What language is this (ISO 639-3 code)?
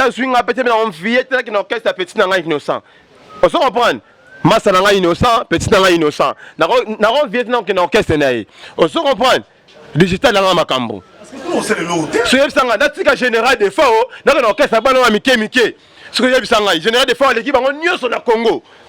lin